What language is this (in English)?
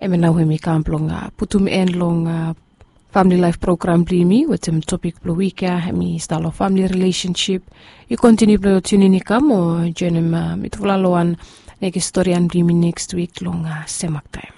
Bislama